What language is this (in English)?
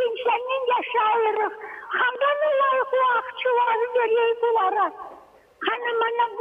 Crimean Tatar